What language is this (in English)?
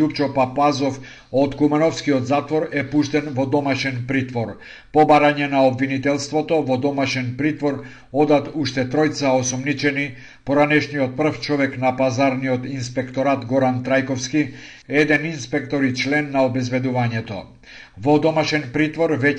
Macedonian